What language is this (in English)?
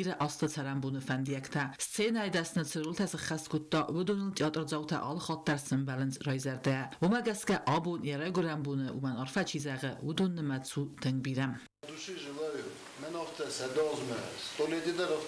Ossetic